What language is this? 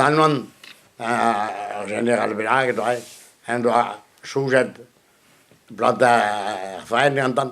Breton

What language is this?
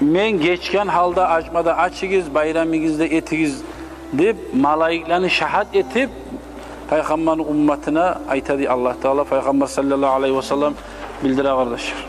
Kumyk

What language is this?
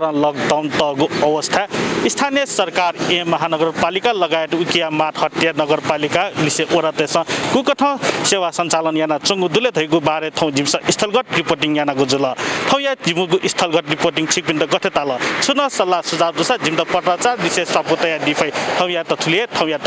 Newari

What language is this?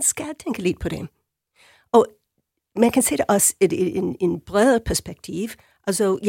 Danish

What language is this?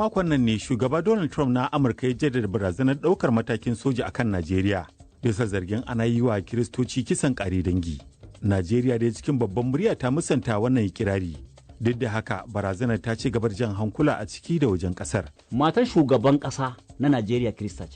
Hausa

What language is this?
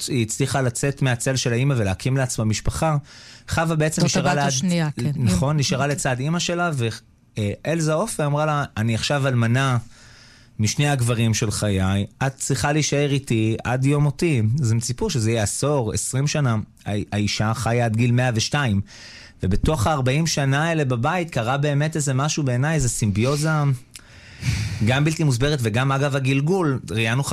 Hebrew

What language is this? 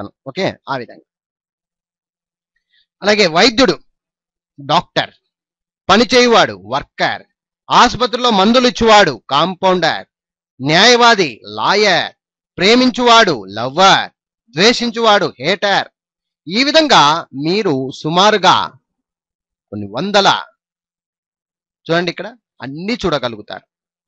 Telugu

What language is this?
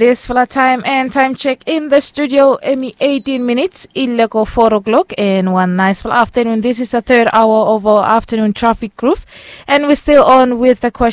Bislama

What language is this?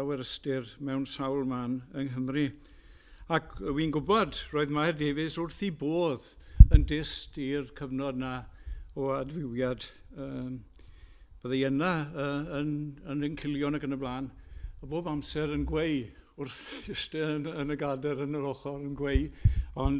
Welsh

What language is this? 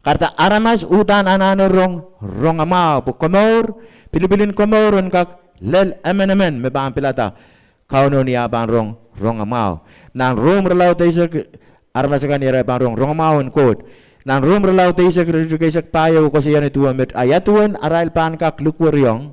Pohnpeian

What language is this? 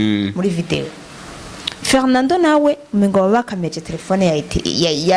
Rundi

